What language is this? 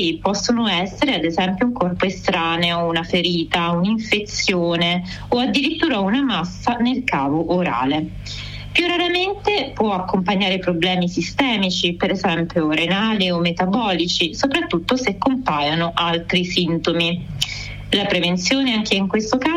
Italian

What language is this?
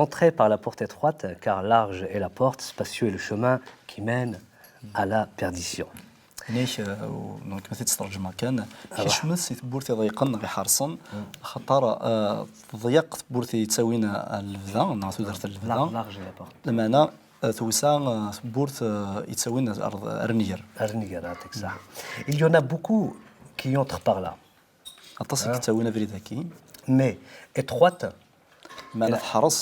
Kabyle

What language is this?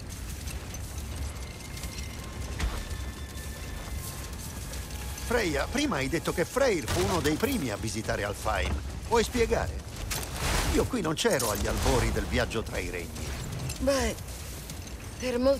Italian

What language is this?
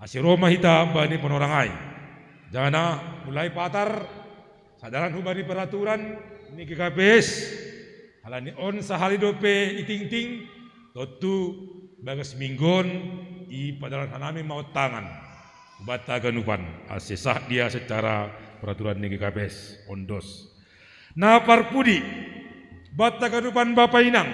Batak Simalungun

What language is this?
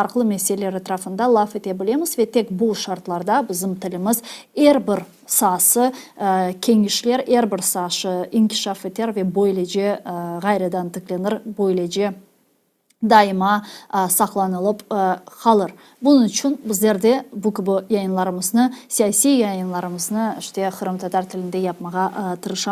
Crimean Tatar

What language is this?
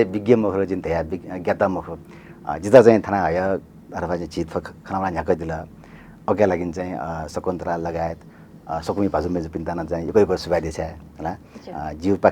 Newari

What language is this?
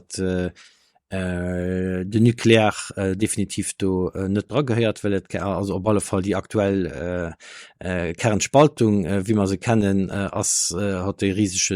Luxembourgish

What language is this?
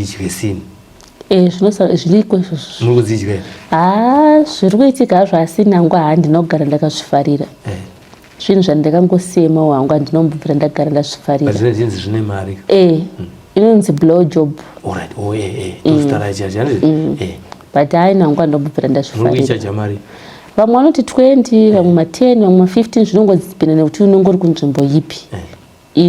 Shona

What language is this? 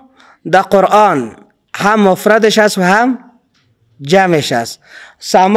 Persian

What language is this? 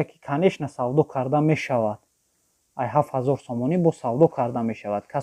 Tajik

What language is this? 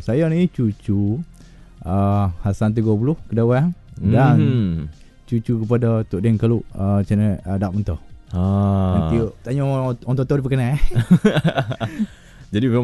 Malay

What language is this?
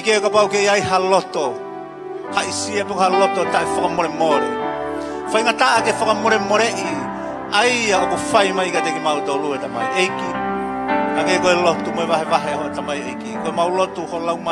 Tongan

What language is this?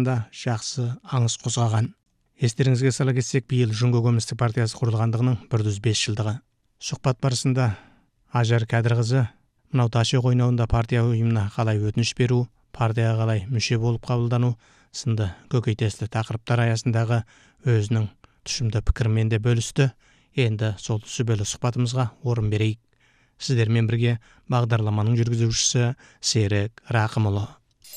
Kazakh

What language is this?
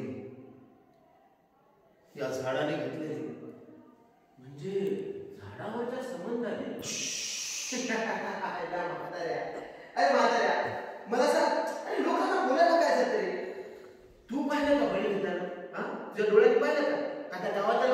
Marathi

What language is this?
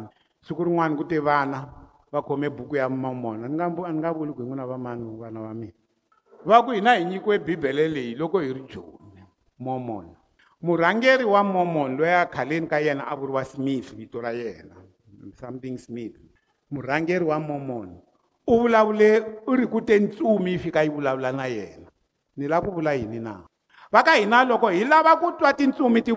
Tsonga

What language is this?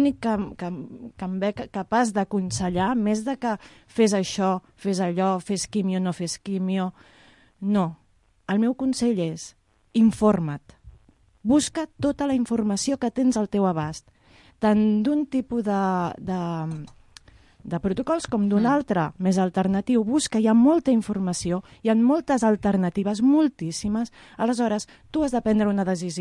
Catalan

